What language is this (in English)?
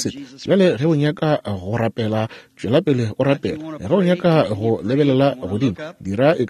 Northern Sotho